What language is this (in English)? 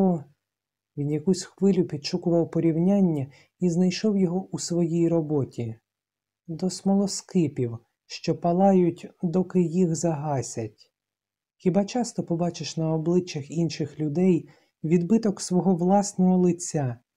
Ukrainian